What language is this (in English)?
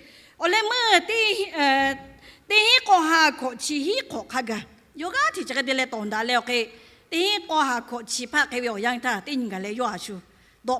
Lahu